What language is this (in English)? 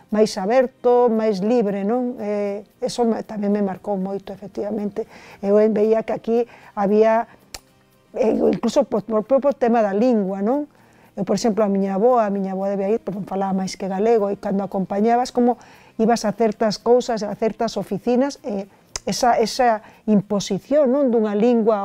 Galician